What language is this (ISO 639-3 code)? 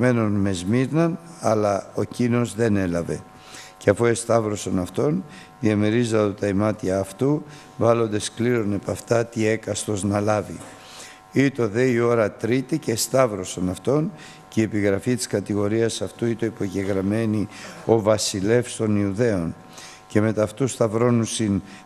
ell